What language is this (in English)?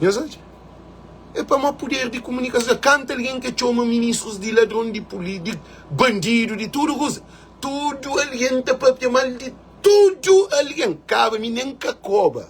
Kabuverdianu